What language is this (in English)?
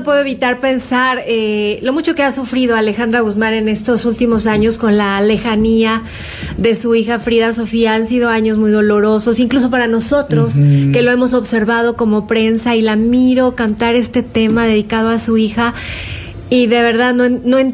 Spanish